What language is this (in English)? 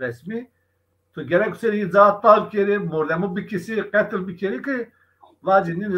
Zaza